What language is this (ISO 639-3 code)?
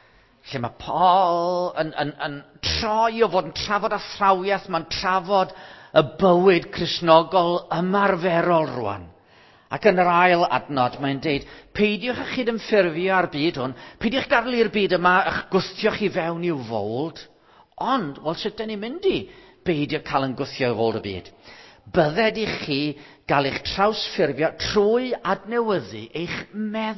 cym